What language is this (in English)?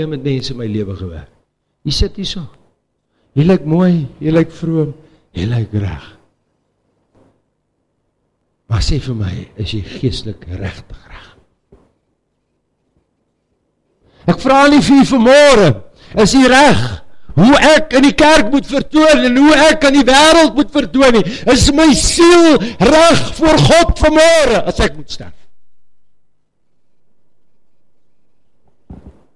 Afrikaans